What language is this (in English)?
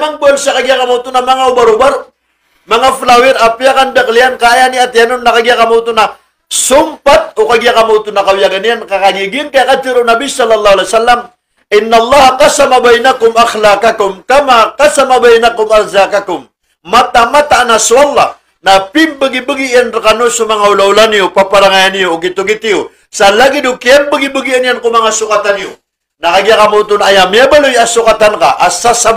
Maranao